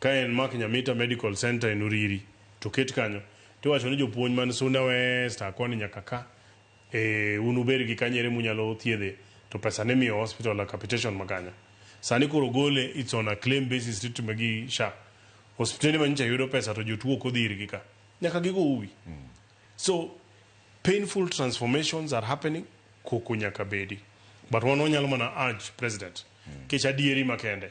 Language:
Luo (Kenya and Tanzania)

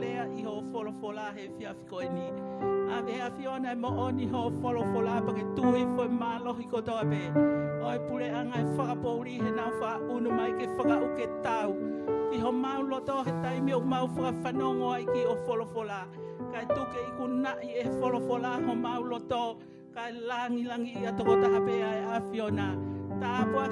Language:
Tongan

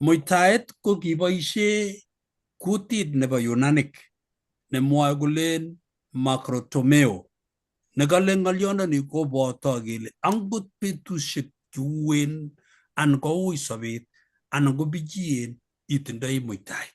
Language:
Kalenjin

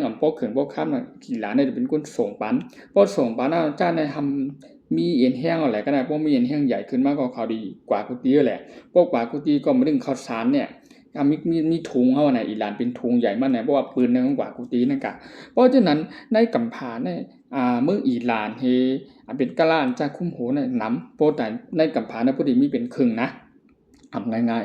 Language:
Shan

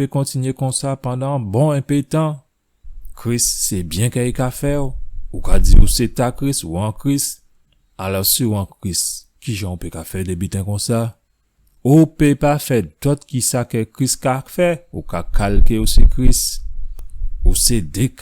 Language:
Guadeloupean Creole French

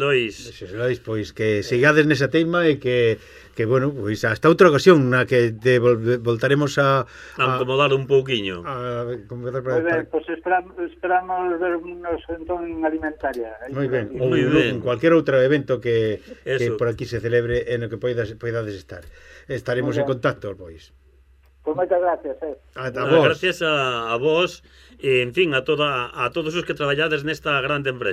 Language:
Galician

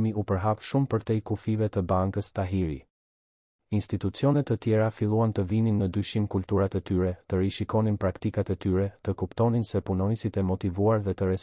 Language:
Albanian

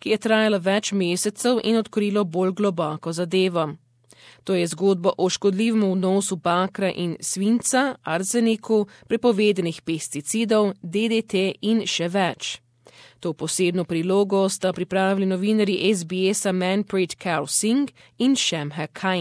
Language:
Slovenian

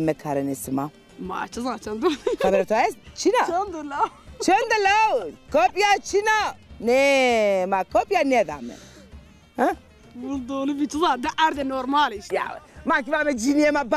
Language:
Zaza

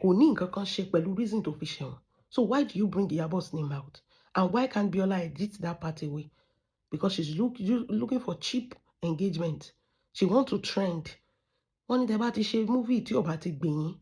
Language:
Yoruba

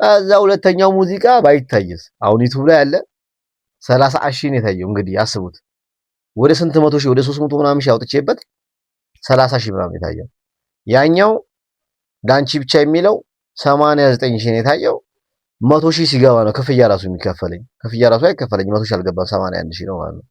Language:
Amharic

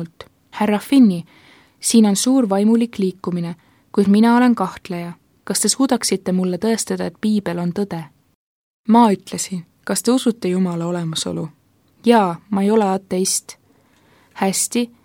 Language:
Estonian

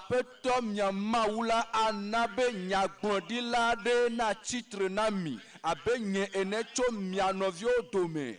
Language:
Ewe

